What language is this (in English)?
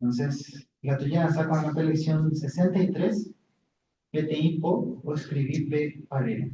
Guarani